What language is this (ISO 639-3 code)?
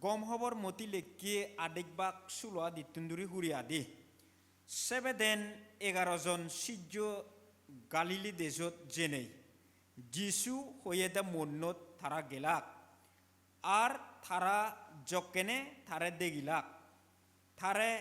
ccp